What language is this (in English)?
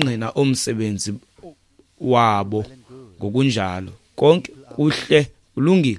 Xhosa